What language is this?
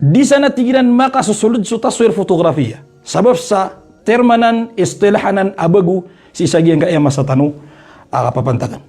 Maranao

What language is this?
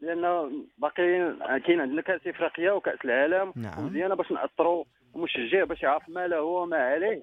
Moroccan Arabic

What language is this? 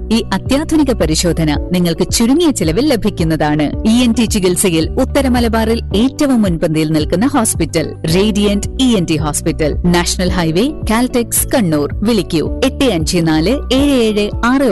Malayalam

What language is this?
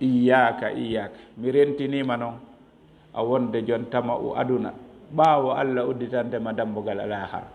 Fula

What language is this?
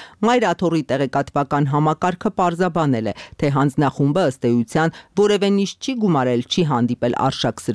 Armenian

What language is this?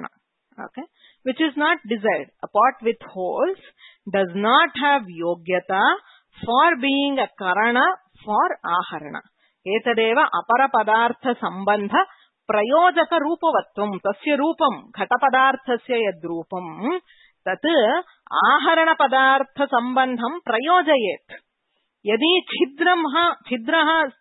Sanskrit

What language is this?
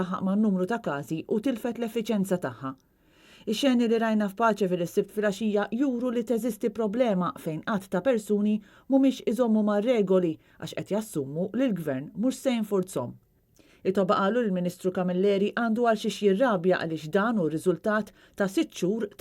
Maltese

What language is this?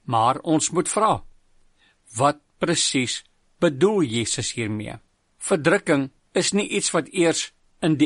Afrikaans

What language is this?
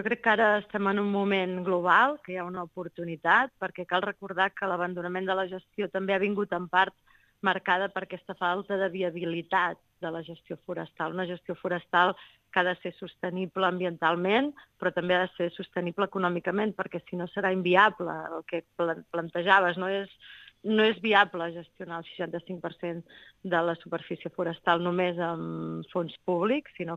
Catalan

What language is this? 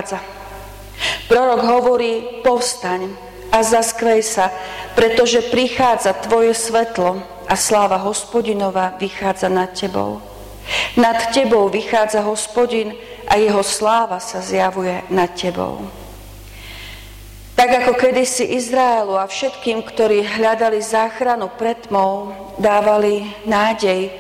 Slovak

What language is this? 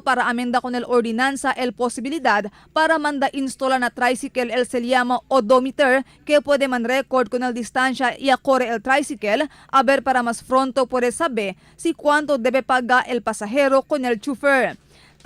Chavacano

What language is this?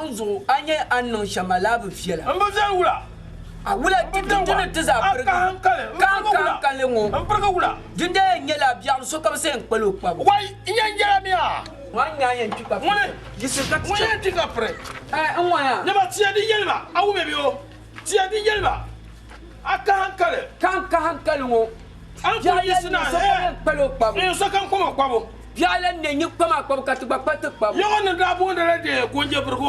Dagbani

